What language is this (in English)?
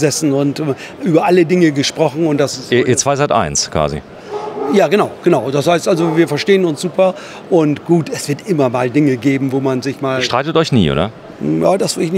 German